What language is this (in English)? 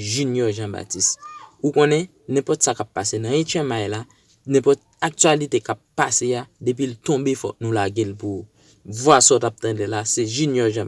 Haitian Creole